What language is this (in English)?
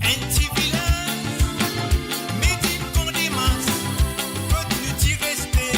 Morisyen